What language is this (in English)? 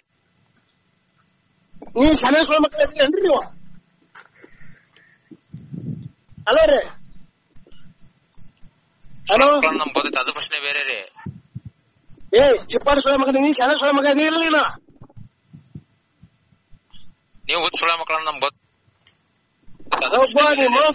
Kannada